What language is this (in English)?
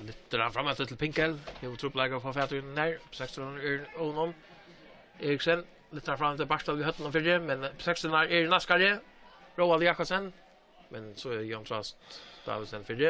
Faroese